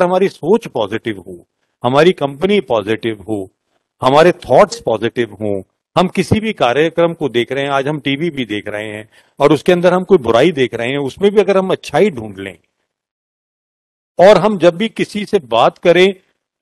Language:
Hindi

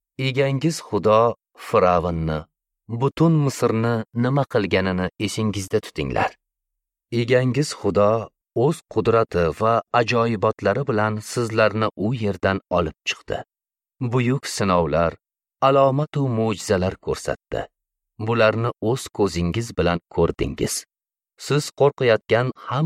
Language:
Uzbek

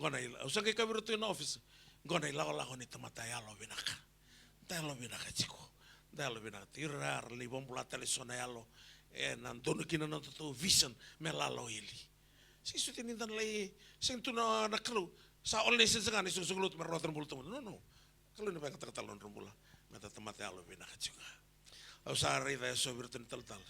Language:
Fijian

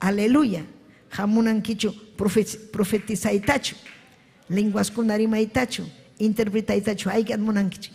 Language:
Ayacucho Quechua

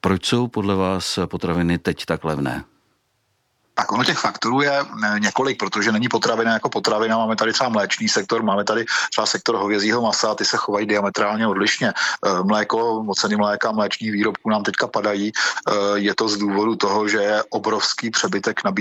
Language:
Czech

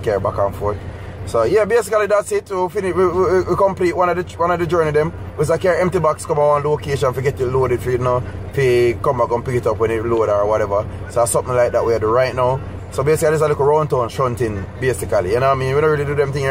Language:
Jamaican Creole English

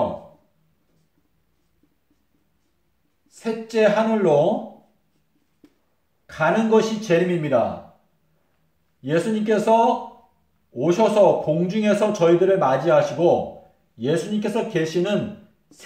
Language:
Korean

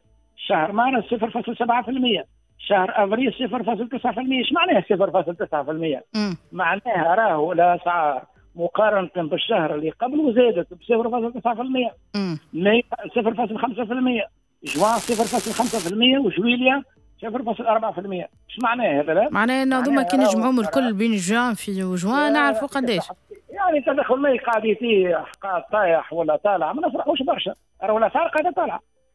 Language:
Tunisian Arabic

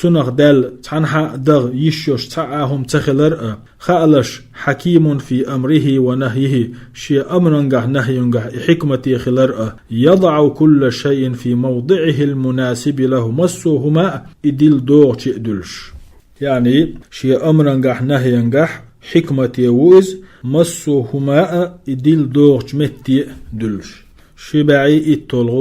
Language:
Chechen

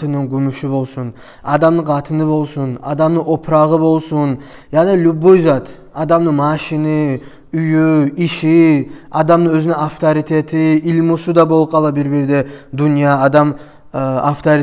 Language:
Kumyk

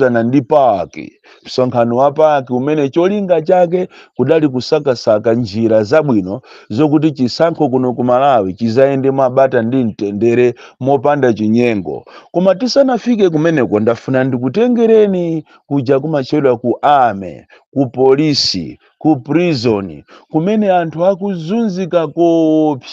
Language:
Nyanja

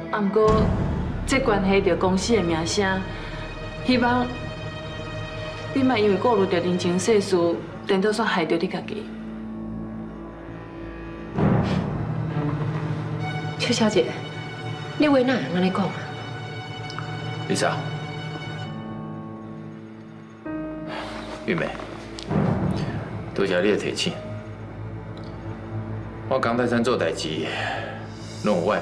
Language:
Min Nan Chinese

